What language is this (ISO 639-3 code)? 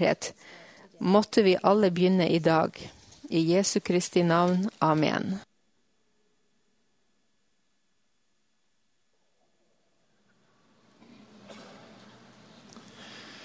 nor